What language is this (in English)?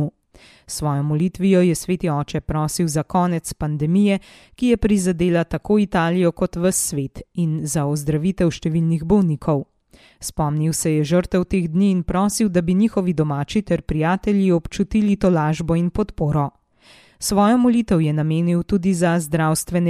Slovenian